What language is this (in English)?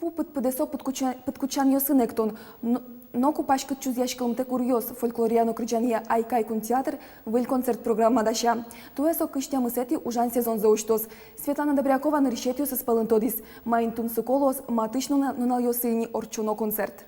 Udmurt